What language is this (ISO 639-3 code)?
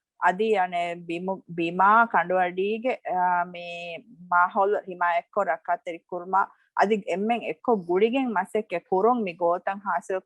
div